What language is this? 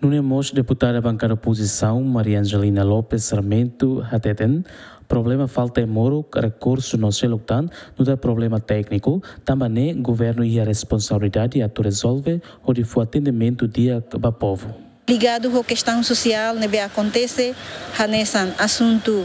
Tetum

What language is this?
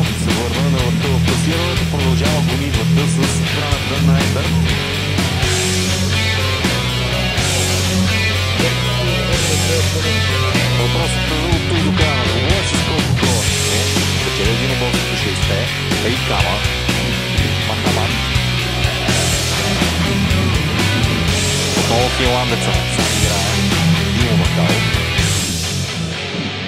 Bulgarian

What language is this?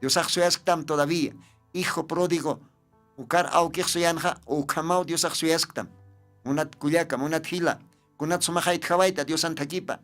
Aymara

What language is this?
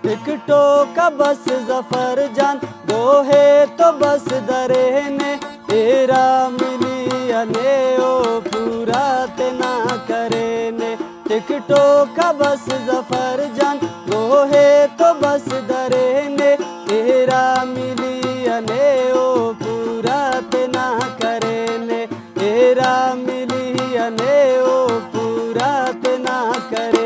Brahui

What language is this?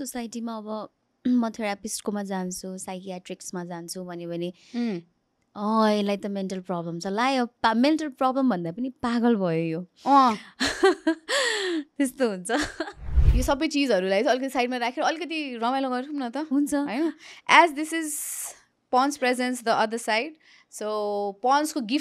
Nepali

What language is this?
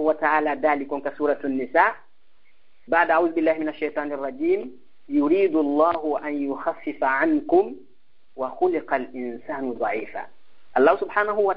Fula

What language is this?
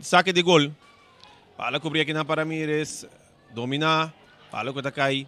Papiamento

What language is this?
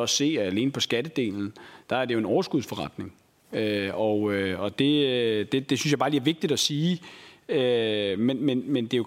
Danish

